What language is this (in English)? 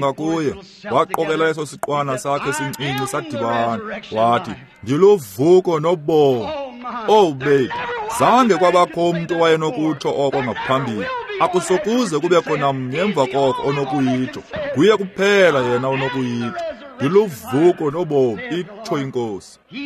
Xhosa